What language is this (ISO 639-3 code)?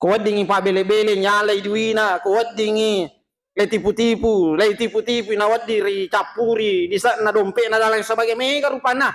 bug